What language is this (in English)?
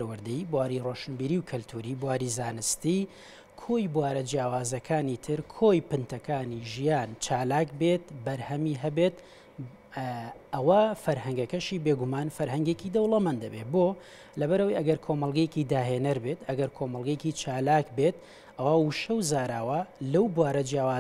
Central Kurdish